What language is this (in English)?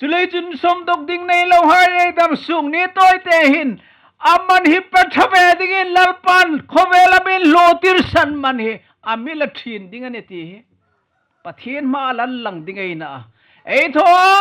Hmar